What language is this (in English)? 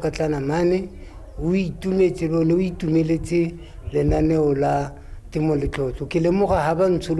Tswana